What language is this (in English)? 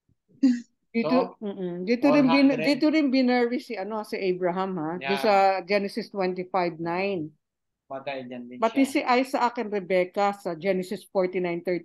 Filipino